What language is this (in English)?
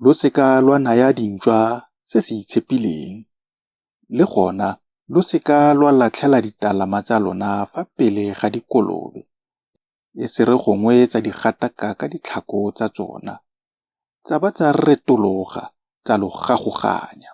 Tswana